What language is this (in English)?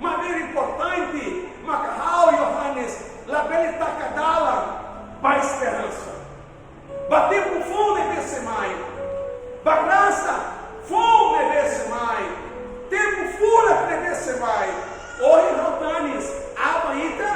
Tetum